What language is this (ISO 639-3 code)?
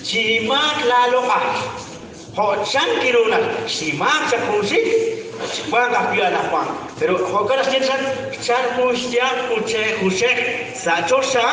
kek